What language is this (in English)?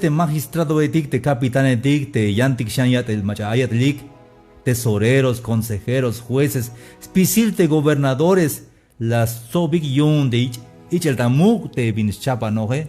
Tzeltal